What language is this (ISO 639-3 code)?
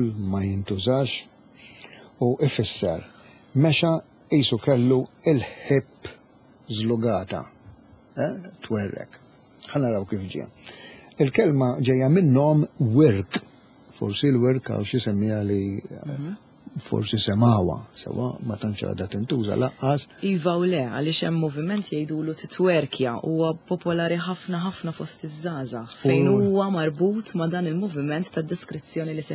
mlt